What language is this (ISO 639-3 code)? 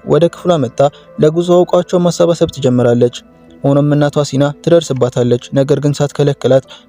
amh